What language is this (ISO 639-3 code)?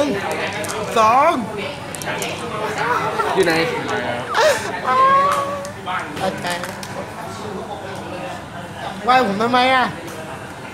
tha